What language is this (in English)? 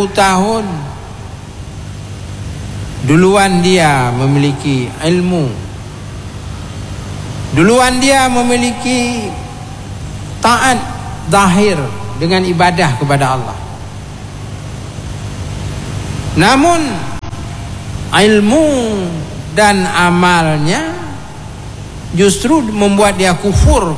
Indonesian